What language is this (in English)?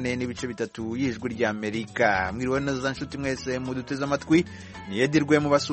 Kinyarwanda